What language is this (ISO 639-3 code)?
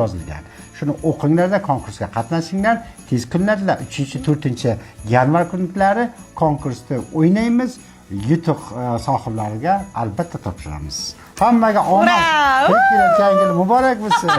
uzb